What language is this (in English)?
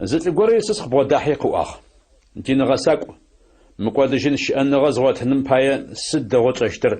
Adyghe